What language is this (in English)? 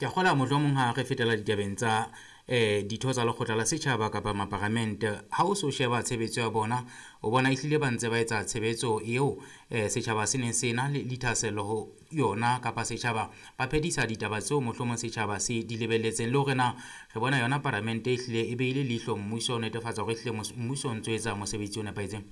Southern Sotho